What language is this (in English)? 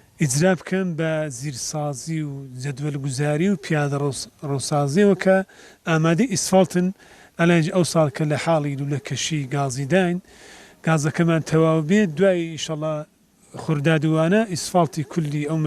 Central Kurdish